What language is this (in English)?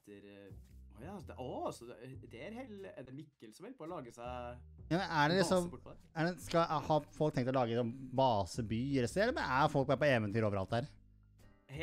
Norwegian